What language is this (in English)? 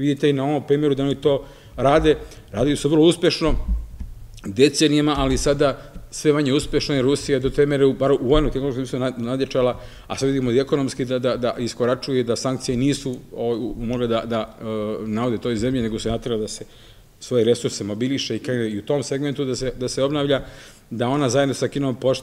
Serbian